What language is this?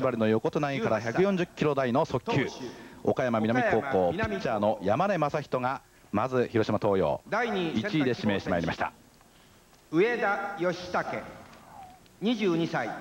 Japanese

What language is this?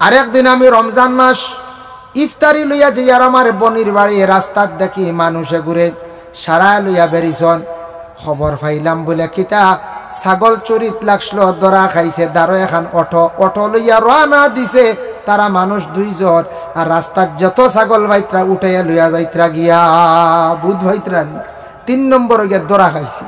Sylheti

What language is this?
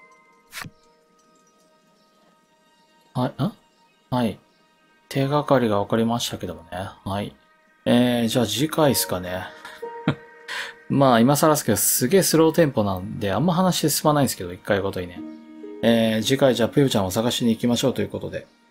Japanese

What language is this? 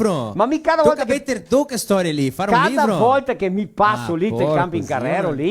Venetian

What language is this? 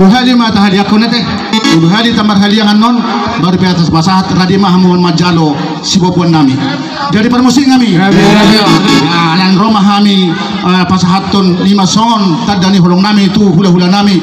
Batak Toba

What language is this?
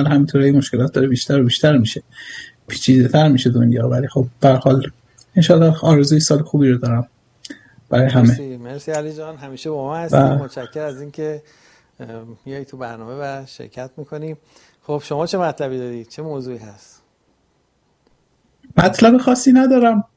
Persian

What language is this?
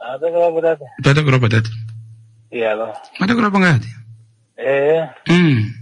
Kuanyama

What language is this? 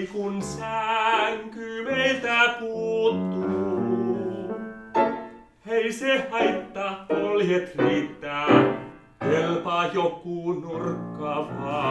Finnish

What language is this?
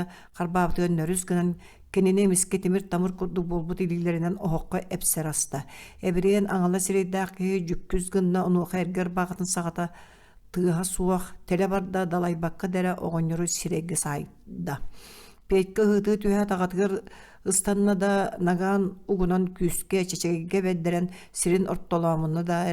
Yakut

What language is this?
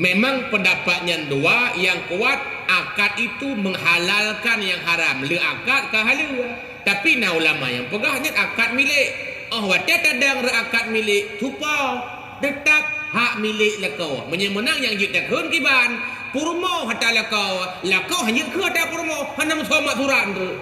Achinese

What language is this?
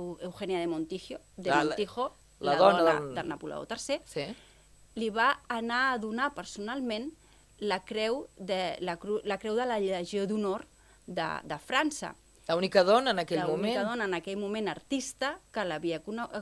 Catalan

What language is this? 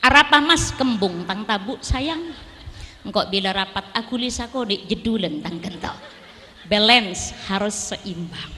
Madurese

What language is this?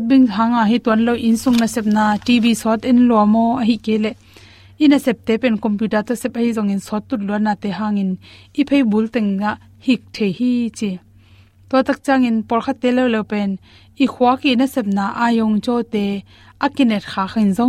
Tedim Chin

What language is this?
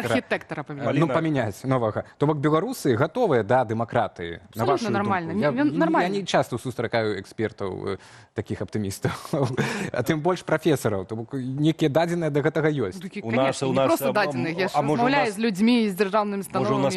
Belarusian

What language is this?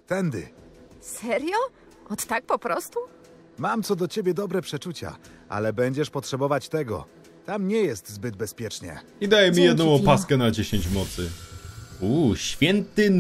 Polish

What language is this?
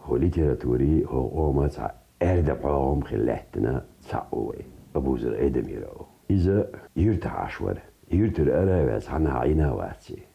Chechen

